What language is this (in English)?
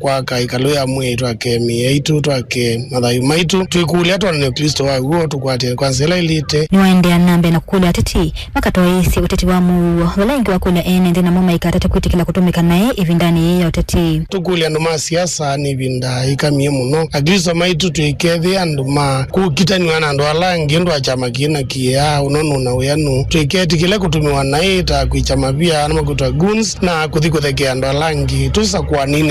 Kamba